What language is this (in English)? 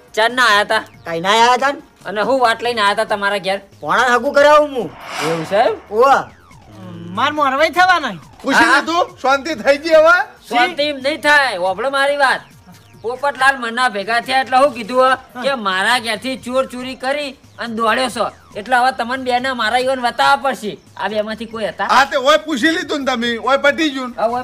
Gujarati